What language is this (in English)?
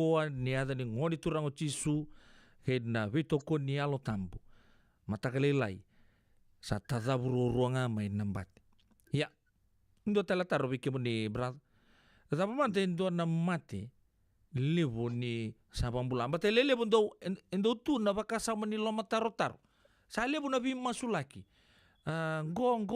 Fijian